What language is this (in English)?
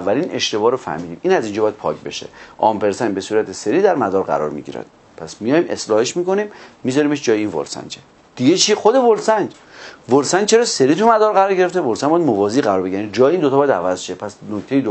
Persian